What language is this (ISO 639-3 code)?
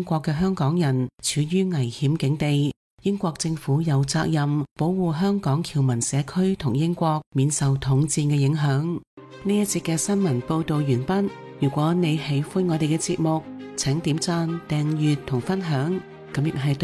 yue